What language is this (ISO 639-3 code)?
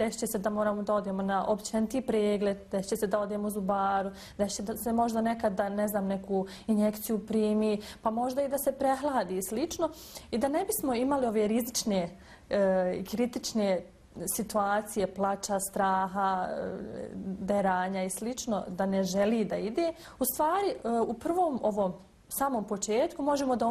bos